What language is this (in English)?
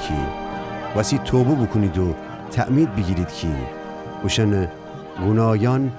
Gilaki